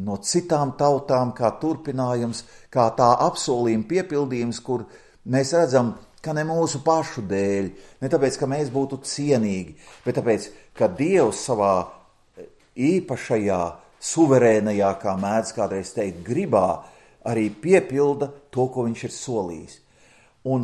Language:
Latvian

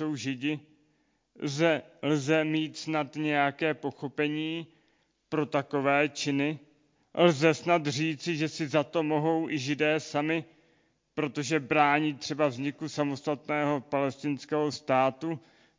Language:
Czech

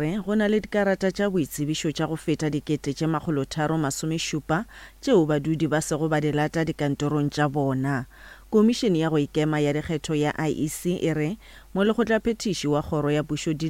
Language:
Northern Sotho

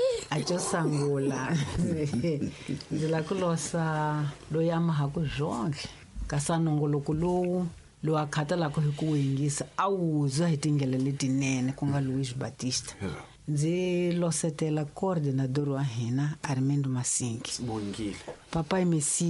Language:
Tsonga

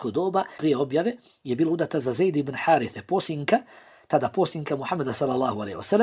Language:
Bosnian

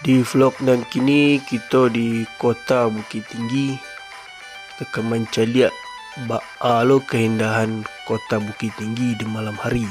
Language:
Minangkabau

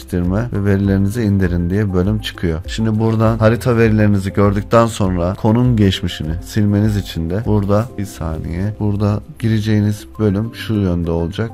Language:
Turkish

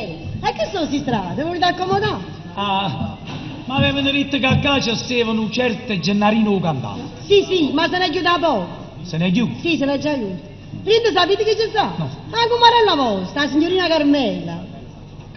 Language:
Neapolitan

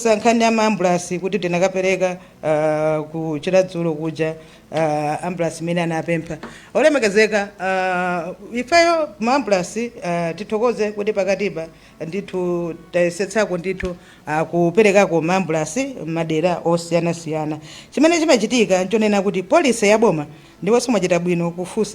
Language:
Nyanja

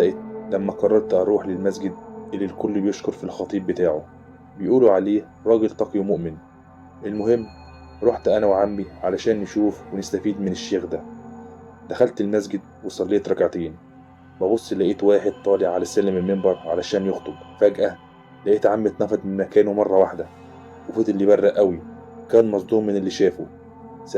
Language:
Egyptian Arabic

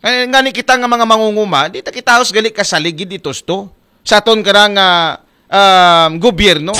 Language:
Aklanon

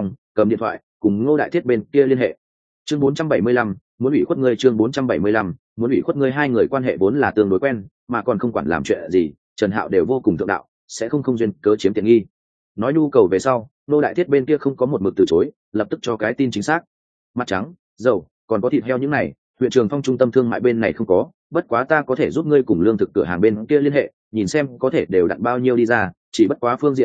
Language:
Vietnamese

